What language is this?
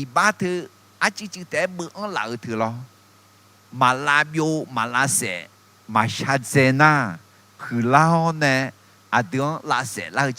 Akha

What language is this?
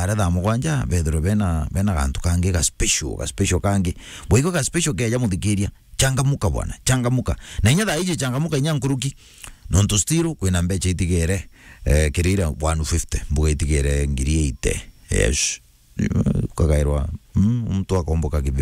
Meru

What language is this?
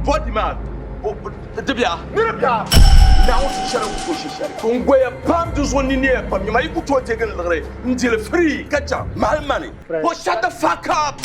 Dagbani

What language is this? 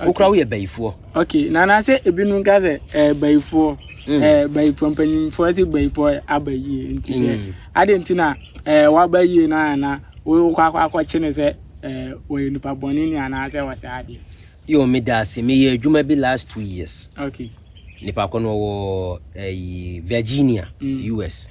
Akan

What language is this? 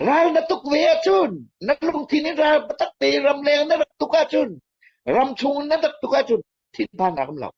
Hakha Chin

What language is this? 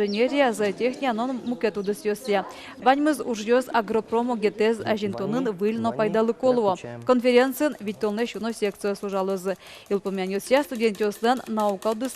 Udmurt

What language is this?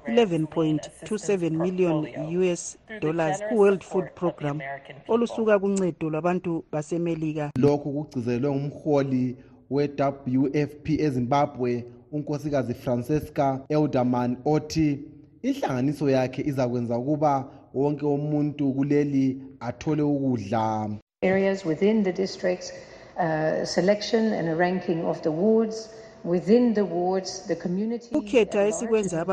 North Ndebele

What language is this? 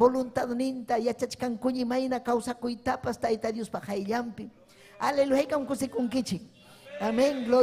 Ayacucho Quechua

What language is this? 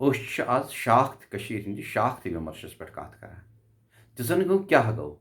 Kashmiri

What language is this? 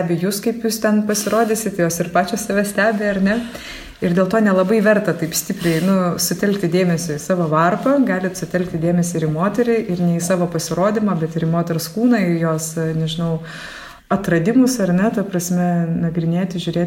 Lithuanian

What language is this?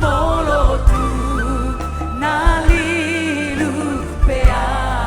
Batak Toba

